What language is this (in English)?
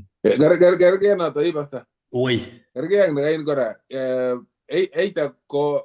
Kalenjin